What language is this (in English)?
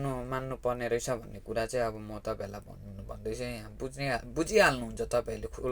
Nepali